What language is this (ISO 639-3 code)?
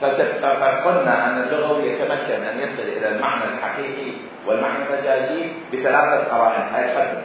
acm